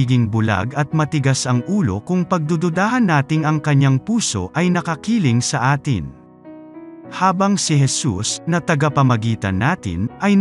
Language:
Filipino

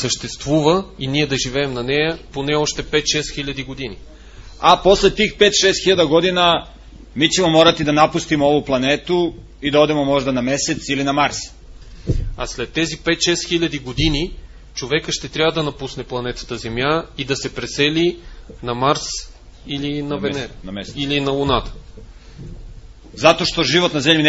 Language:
Bulgarian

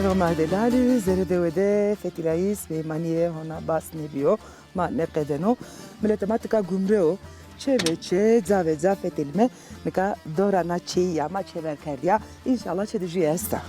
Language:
Zaza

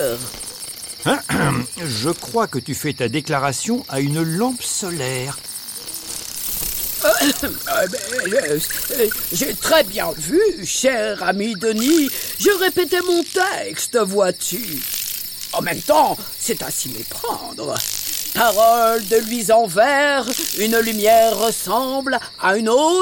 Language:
French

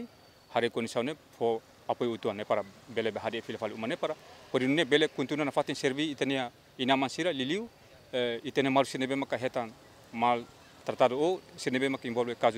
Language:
Tetum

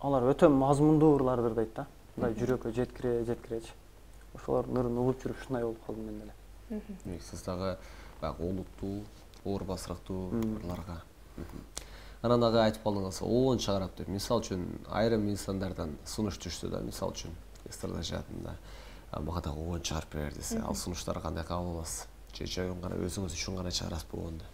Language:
Kyrgyz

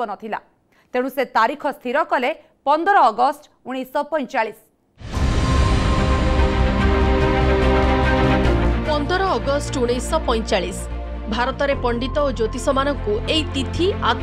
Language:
Odia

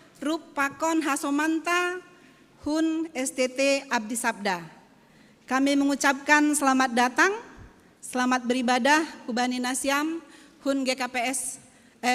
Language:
Batak Simalungun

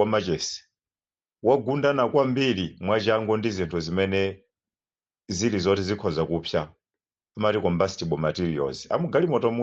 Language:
Nyanja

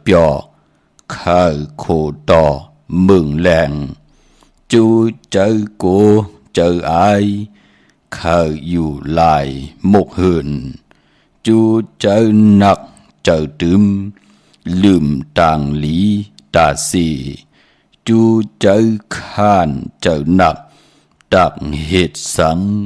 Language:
Shan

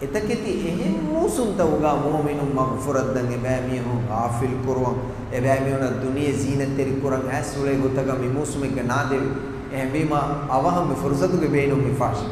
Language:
Divehi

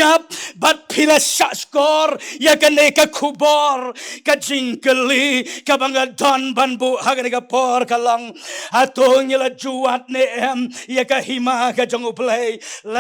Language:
Khasi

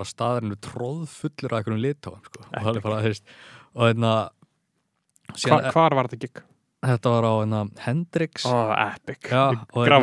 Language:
Icelandic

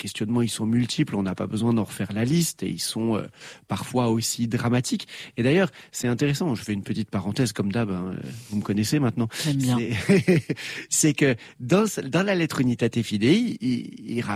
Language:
French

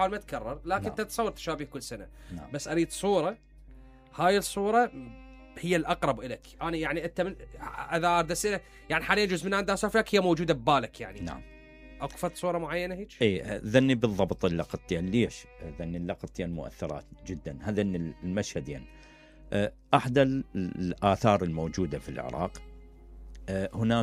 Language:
Mesopotamian Arabic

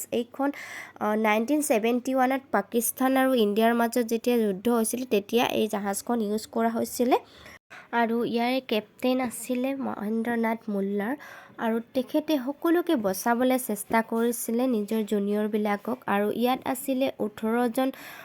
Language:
Assamese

